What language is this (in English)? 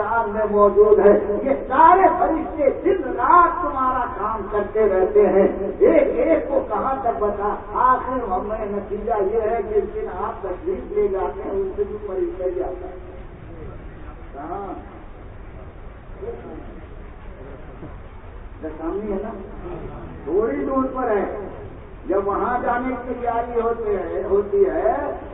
Urdu